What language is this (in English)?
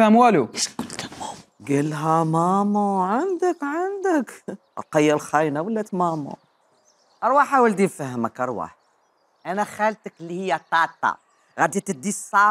Algerian Arabic